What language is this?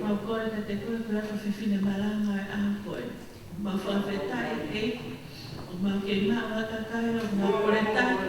Tongan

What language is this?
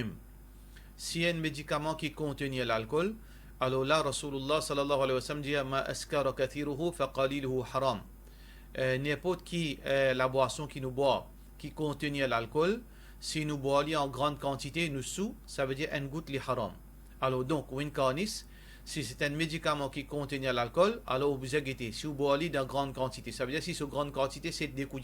Morisyen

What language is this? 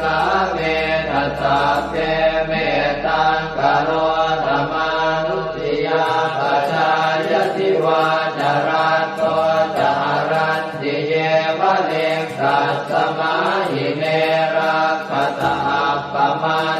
Pali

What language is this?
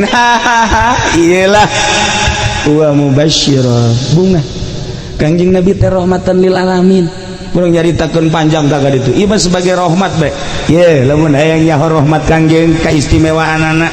Sundanese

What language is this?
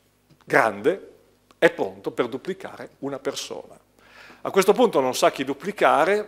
Italian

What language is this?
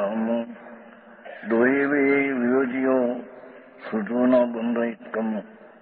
Gujarati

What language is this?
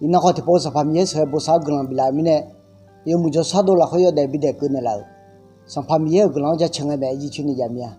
Akha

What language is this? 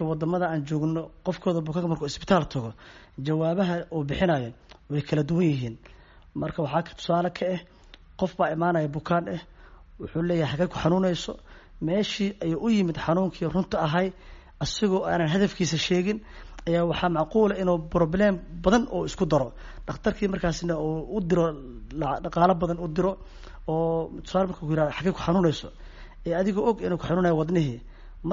Somali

